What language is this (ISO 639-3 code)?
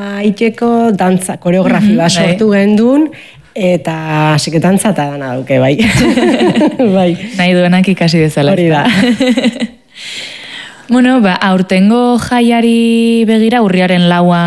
eus